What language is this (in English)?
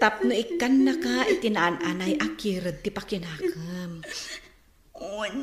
Iloko